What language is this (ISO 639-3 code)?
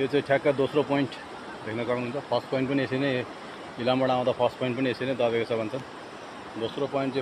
nep